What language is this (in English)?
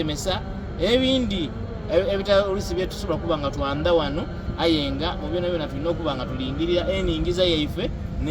Soga